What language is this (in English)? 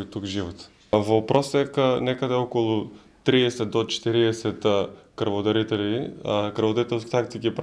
Macedonian